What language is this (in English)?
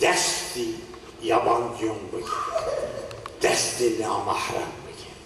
Zaza